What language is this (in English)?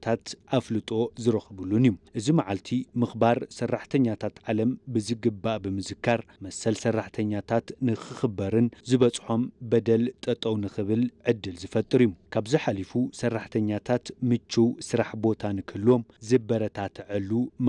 Tigrinya